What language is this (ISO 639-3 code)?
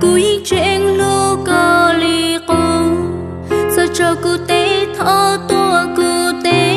hmn